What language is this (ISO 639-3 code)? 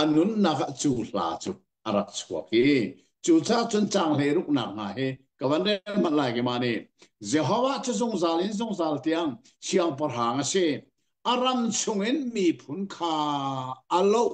cnh